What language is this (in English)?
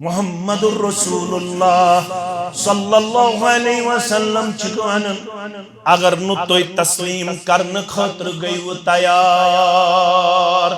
Kashmiri